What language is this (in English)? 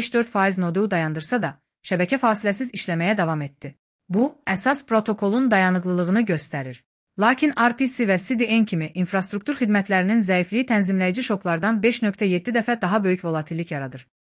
Azerbaijani